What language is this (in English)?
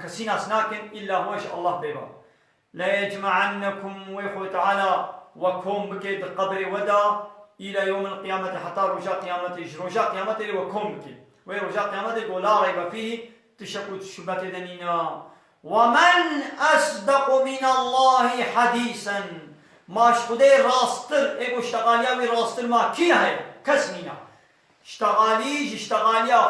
Kurdish